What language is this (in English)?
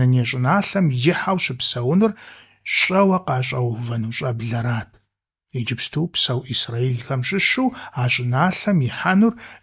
Kabardian